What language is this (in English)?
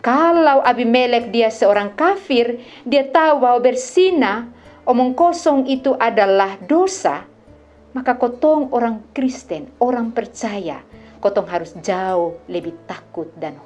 Kupang Malay